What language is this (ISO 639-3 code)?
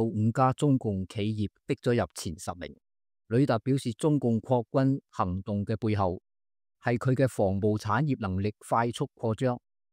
yue